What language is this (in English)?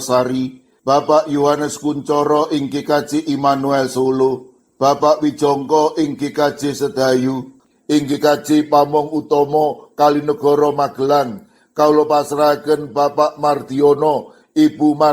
Javanese